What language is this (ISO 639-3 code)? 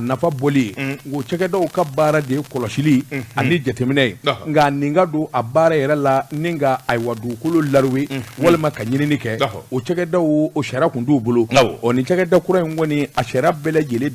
bam